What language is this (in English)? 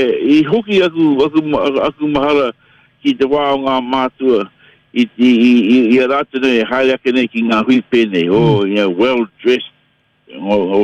Māori